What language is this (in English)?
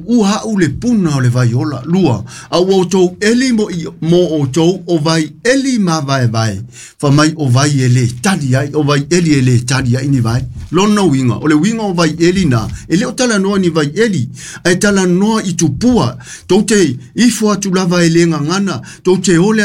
Samoan